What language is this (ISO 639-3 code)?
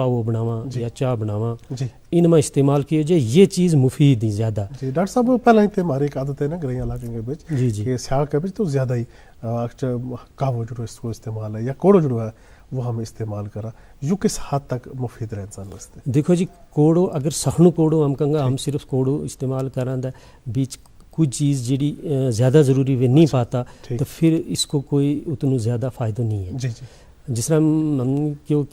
gju